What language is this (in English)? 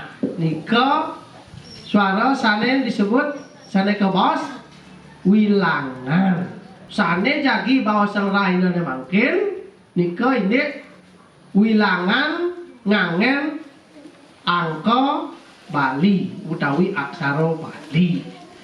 Balinese